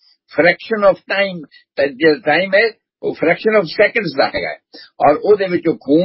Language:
Punjabi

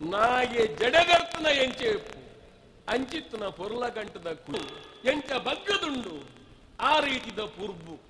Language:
Tulu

